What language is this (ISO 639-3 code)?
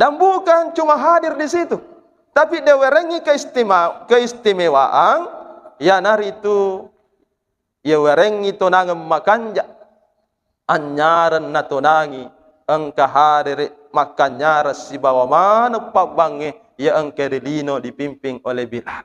bug